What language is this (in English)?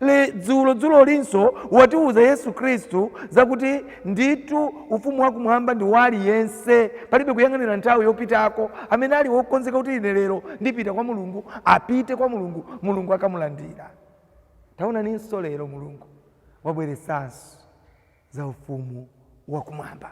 Nyanja